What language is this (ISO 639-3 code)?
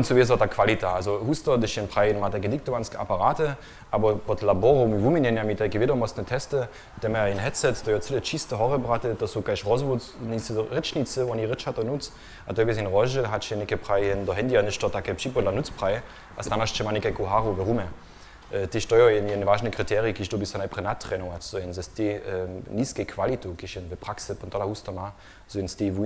hsb